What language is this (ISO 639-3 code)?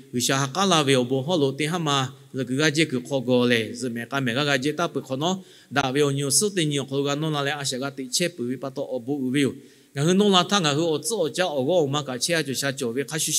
lhu